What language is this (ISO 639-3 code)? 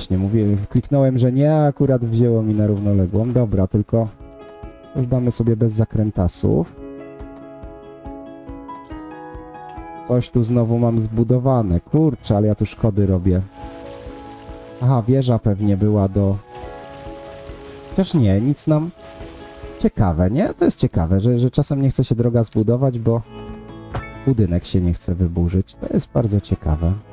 pol